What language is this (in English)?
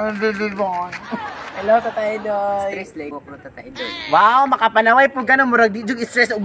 Cebuano